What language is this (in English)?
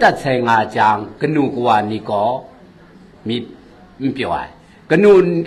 Kachin